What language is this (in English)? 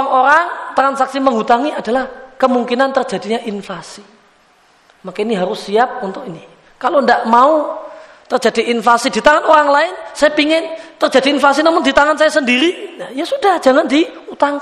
Indonesian